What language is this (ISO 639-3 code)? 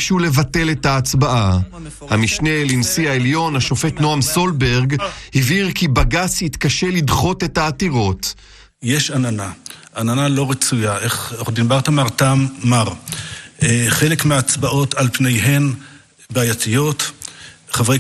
heb